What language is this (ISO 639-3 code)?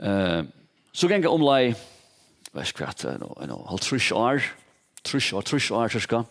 fao